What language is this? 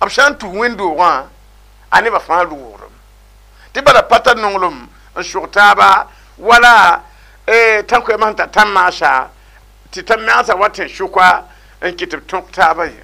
Mossi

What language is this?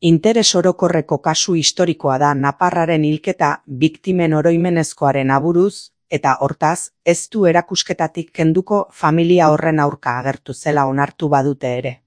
Basque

